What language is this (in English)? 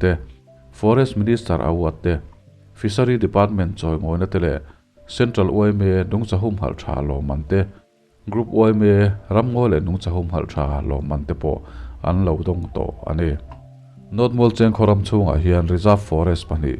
Mizo